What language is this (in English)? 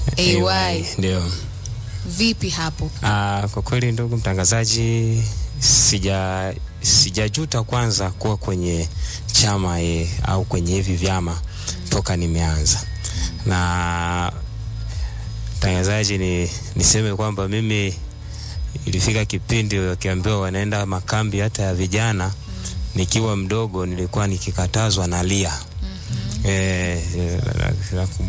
Swahili